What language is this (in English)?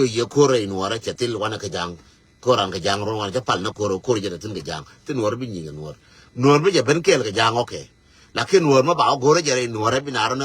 Nuer